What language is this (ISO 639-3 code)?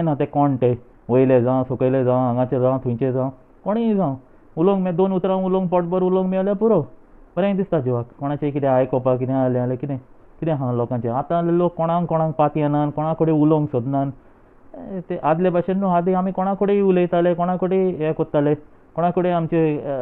kok